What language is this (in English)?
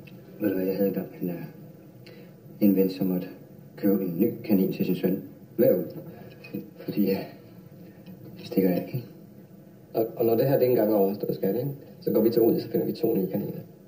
Danish